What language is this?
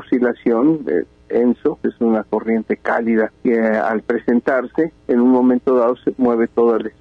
Spanish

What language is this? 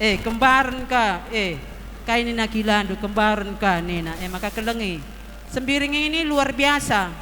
Batak Karo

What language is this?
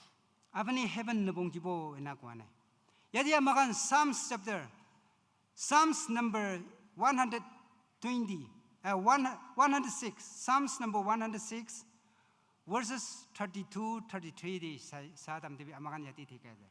Naga Pidgin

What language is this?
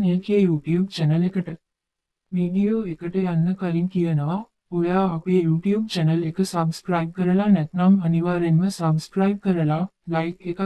Sinhala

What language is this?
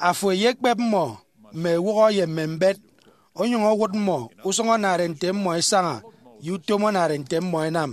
Efik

